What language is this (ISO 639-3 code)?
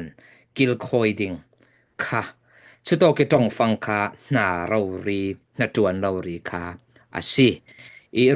cfm